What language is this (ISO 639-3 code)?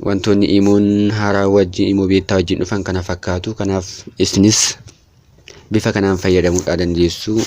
orm